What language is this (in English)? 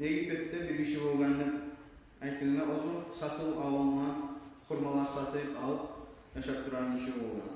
Kumyk